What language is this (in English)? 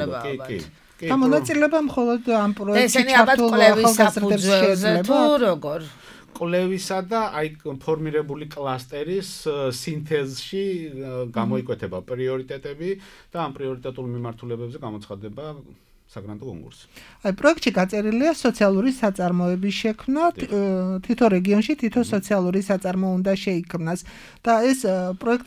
Georgian